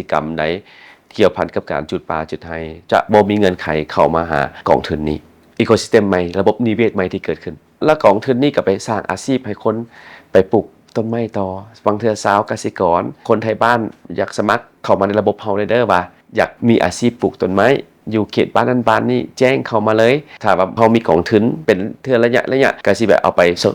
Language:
Lao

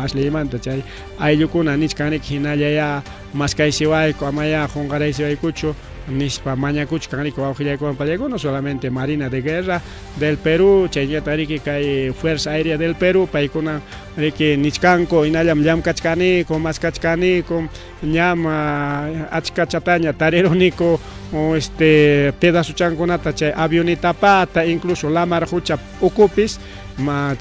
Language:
Ayacucho Quechua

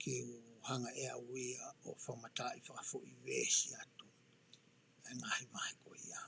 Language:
Tongan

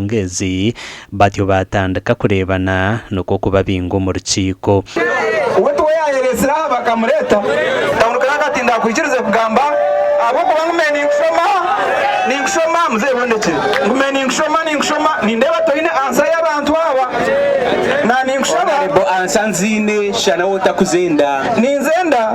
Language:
Nyankole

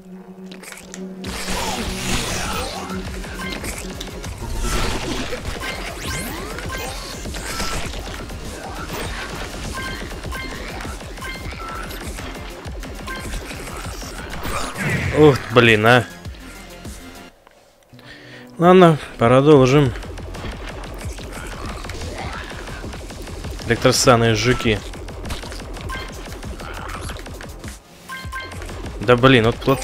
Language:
Russian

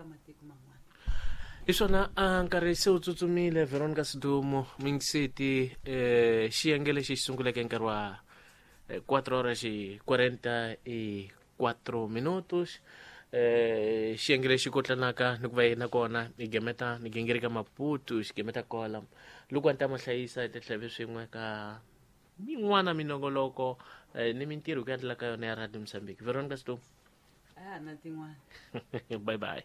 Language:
Tsonga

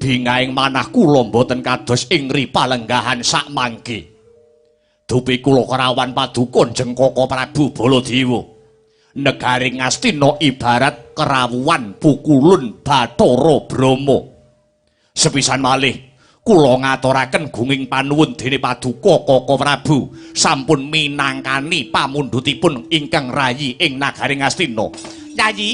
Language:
Javanese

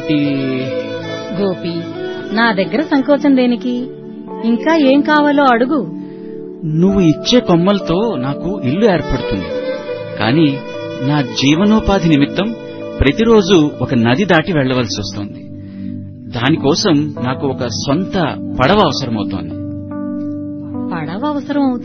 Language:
Telugu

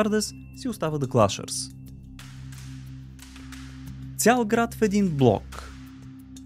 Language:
Bulgarian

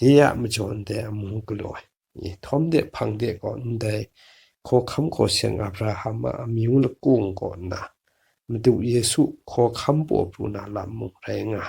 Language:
Kachin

